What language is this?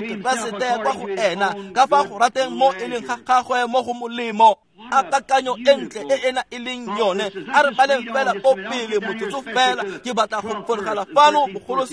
Tswana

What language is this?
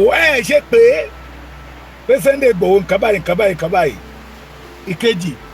Yoruba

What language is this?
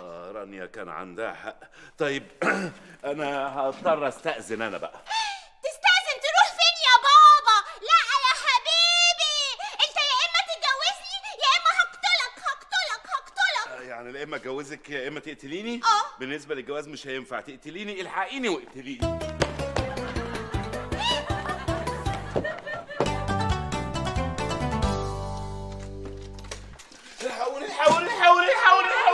Egyptian Arabic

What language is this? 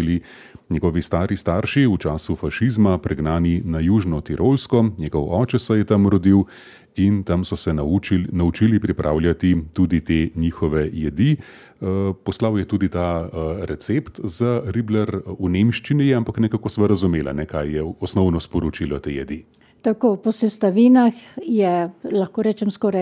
Slovenian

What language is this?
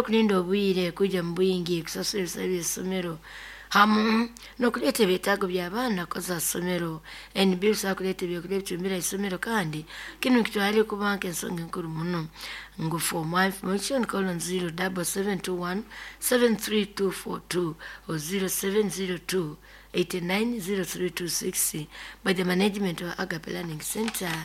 Nyoro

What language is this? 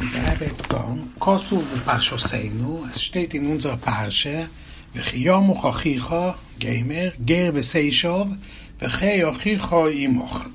Yiddish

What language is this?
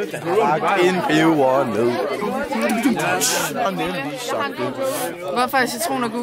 Danish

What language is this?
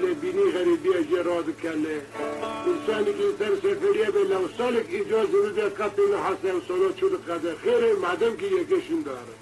Kurdish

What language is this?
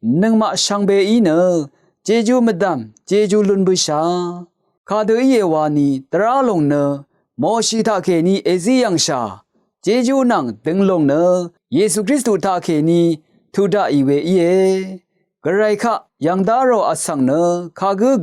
Rawang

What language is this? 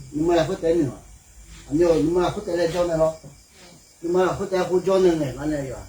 Akha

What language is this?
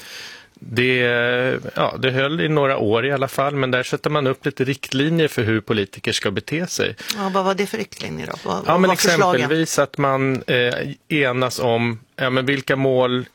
Swedish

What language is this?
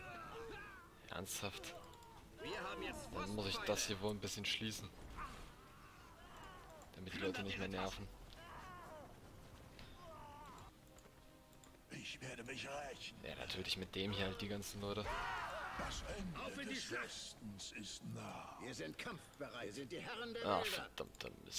German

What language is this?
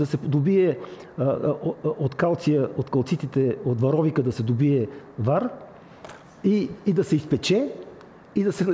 Bulgarian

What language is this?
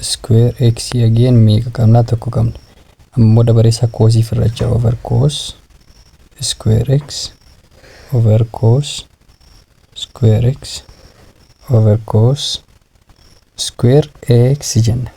Oromo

